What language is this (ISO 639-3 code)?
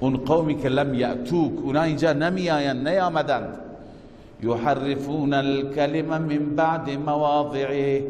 fas